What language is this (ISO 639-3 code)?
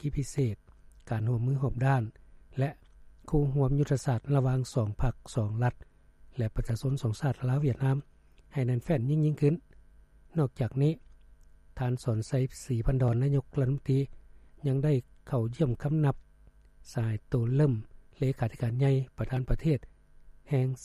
lao